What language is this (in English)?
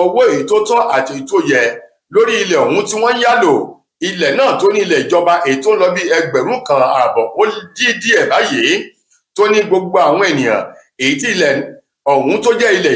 Yoruba